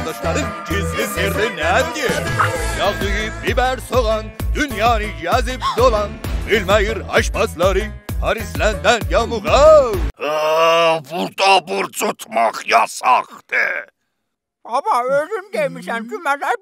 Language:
South Azerbaijani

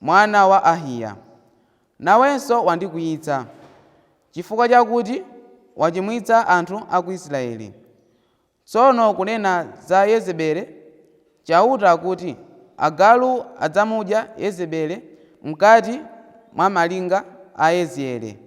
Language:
Nyanja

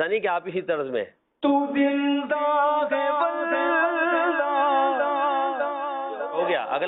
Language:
Urdu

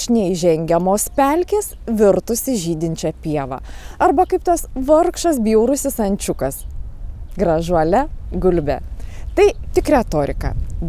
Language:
Lithuanian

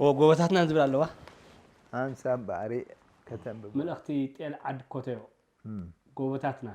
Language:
Tigrinya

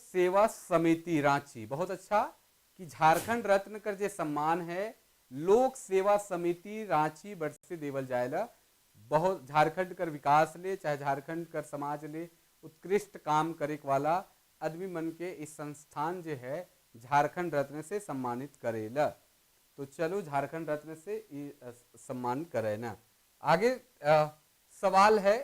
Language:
Sadri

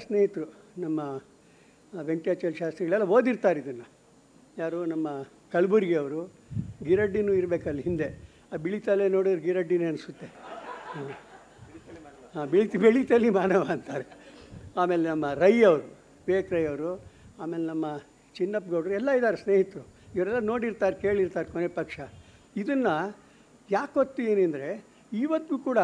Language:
Kannada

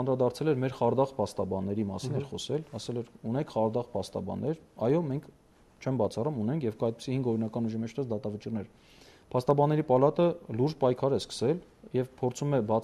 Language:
Armenian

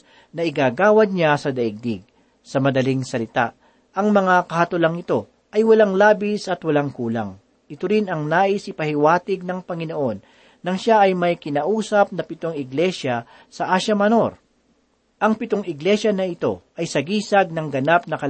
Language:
Filipino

